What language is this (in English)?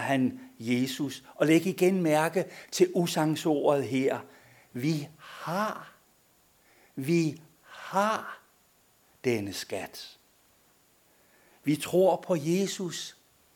Danish